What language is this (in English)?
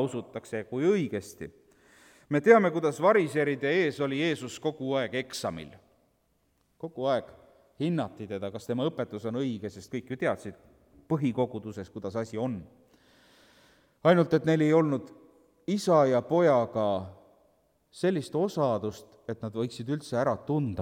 Estonian